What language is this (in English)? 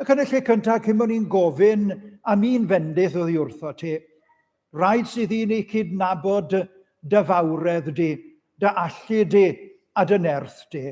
Welsh